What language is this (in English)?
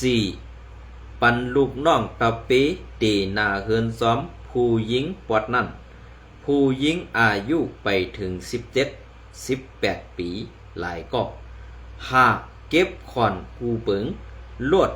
Shan